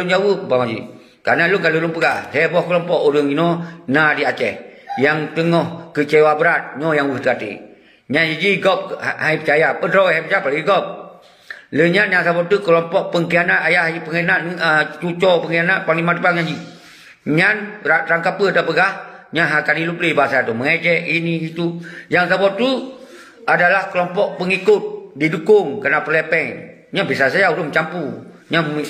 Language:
Achinese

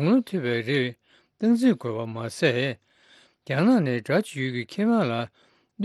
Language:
Tibetan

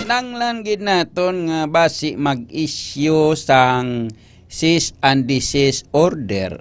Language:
Hiligaynon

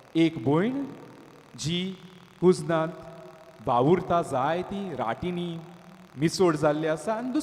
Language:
Konkani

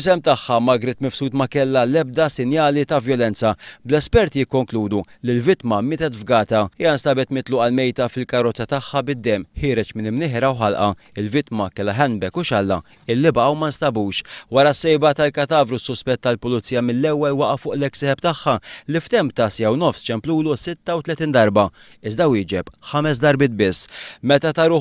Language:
Maltese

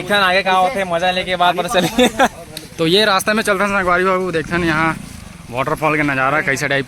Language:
Chhattisgarhi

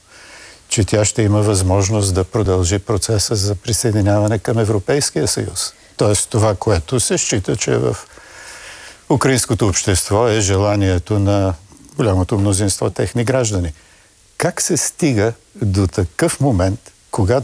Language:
Bulgarian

